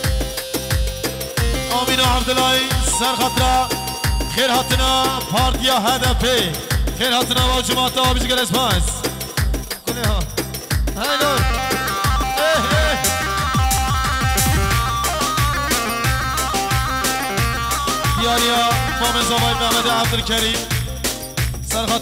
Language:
Kurdish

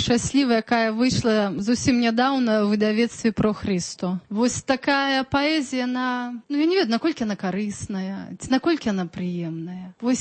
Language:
Belarusian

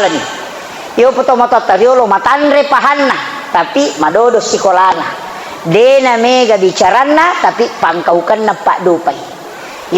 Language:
Buginese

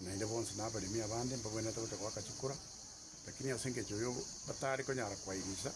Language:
Gusii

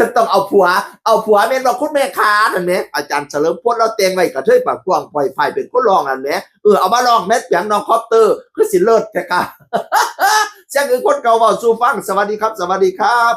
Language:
Northeastern Thai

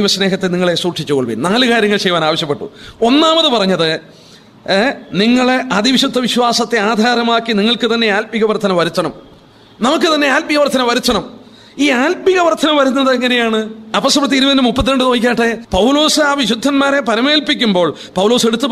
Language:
Malayalam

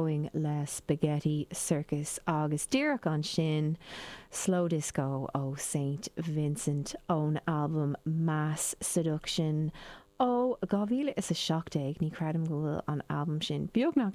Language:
Irish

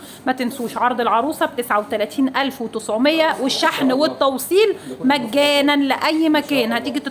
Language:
Egyptian Arabic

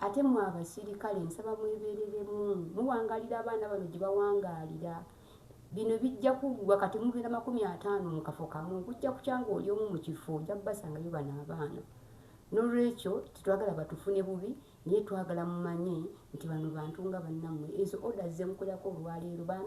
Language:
Ganda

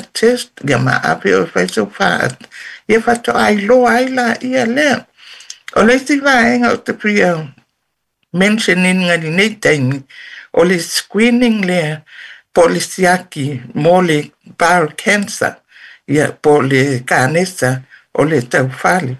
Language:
Samoan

